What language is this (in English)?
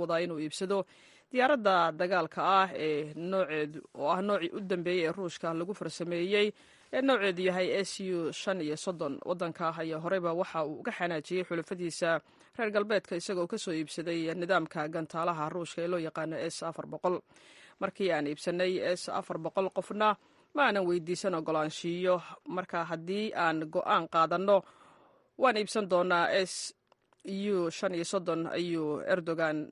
Somali